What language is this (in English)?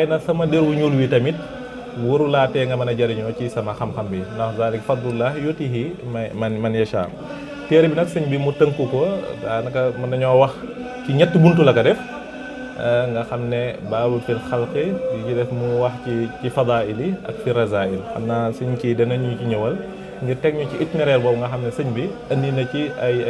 Wolof